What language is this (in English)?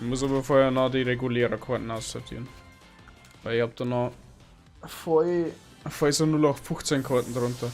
Bavarian